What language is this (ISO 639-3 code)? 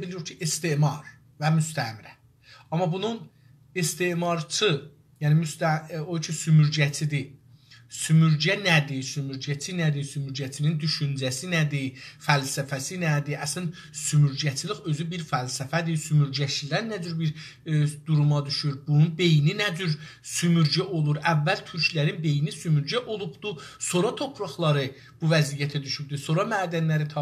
azb